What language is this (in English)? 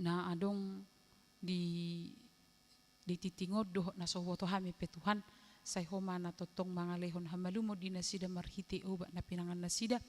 Batak Toba